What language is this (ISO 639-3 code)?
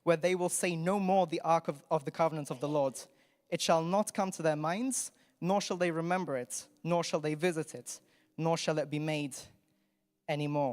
eng